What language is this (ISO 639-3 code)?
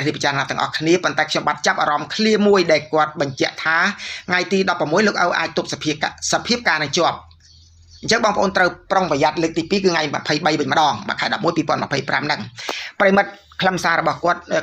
khm